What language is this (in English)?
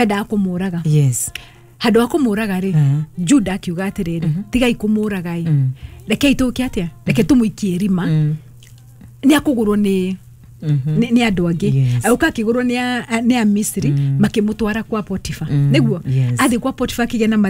Kikuyu